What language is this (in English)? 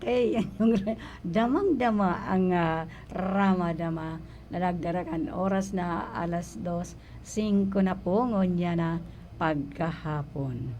Bikol